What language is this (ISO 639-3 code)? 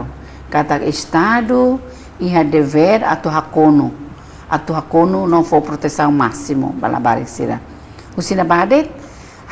tet